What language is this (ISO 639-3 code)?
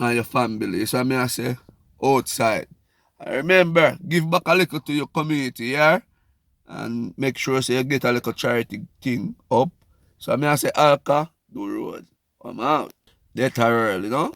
jam